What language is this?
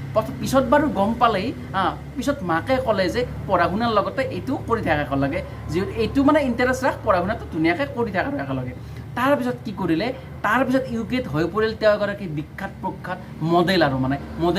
Assamese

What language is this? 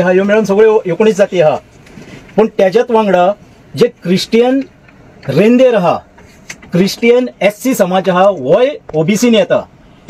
Konkani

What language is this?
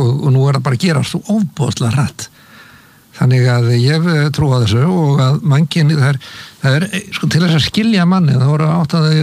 Icelandic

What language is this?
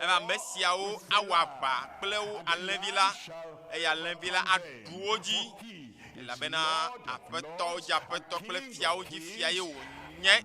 Ewe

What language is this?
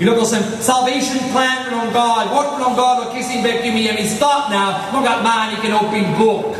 Tok Pisin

